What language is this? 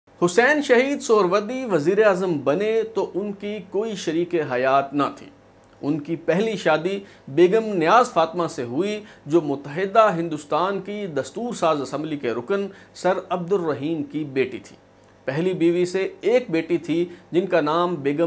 Urdu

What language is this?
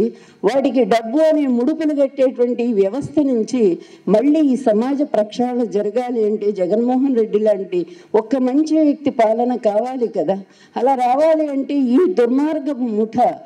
Telugu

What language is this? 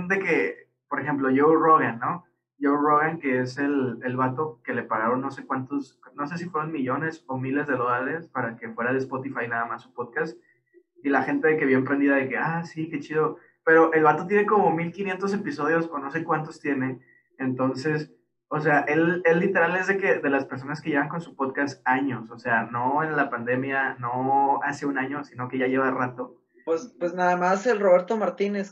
Spanish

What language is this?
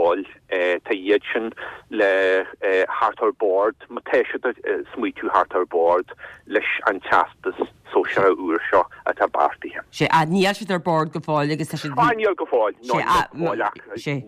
Irish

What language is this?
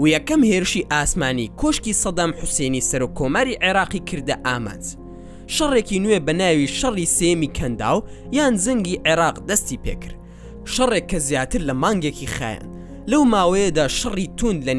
Central Kurdish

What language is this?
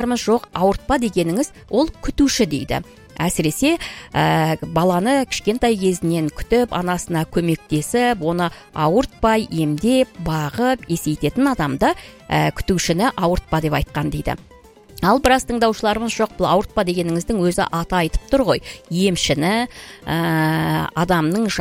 Kazakh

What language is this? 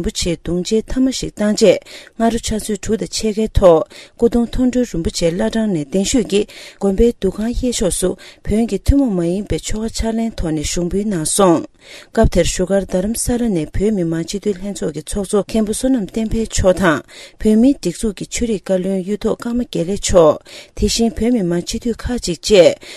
Tibetan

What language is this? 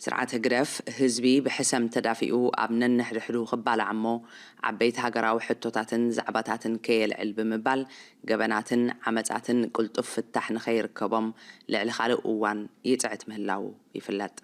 Tigrinya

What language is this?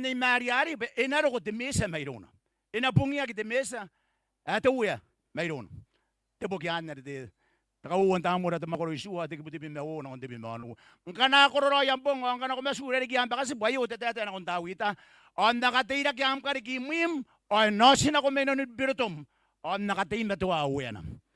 Gilbertese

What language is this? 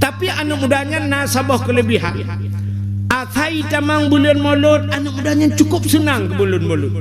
Achinese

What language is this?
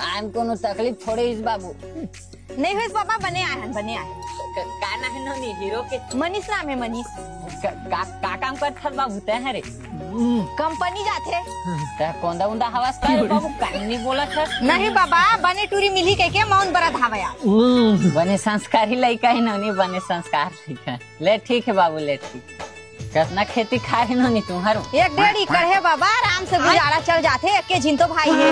Chhattisgarhi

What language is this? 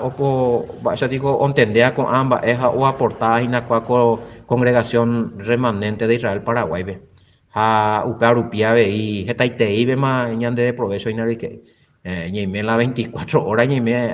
Guarani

